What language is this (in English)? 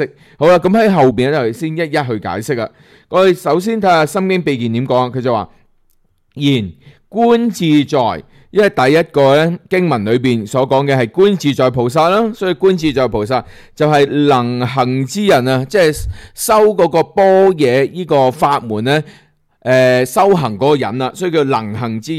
Cantonese